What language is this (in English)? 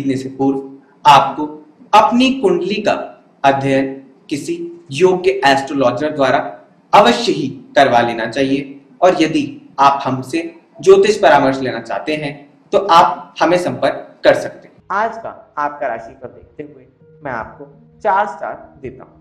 Hindi